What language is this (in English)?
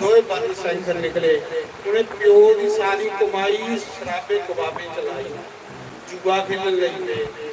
Dogri